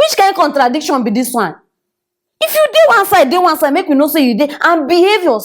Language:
Nigerian Pidgin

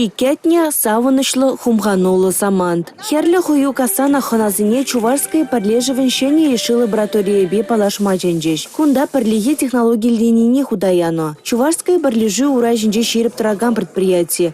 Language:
Chuvash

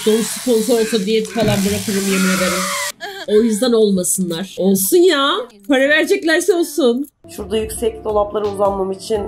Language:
Turkish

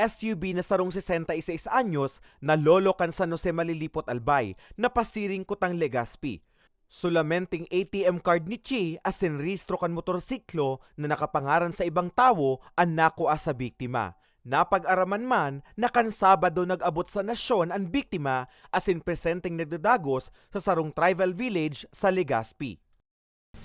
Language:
Bikol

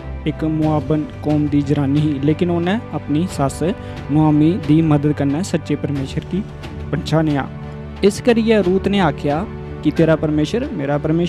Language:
Dogri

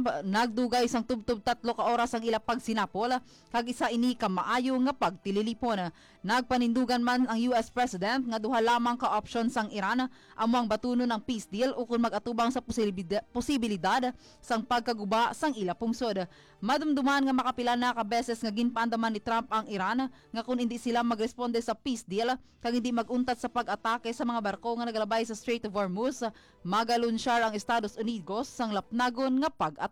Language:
Hiligaynon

